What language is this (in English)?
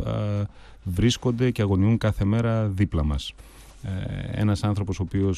Greek